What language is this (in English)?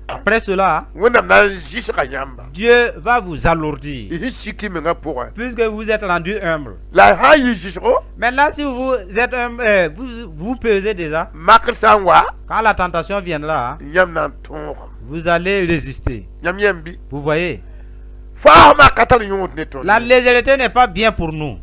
Mossi